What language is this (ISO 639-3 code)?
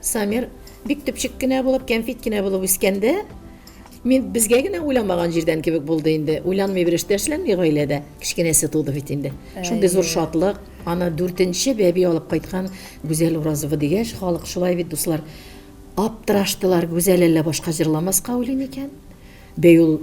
tat